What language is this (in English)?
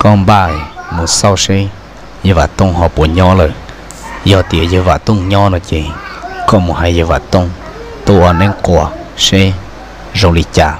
Hmong